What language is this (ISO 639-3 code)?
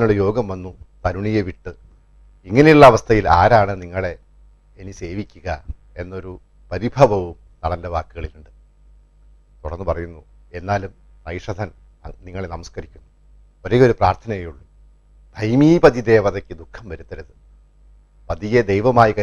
mal